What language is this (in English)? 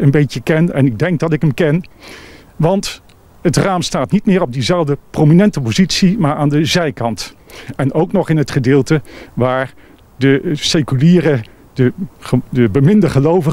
Dutch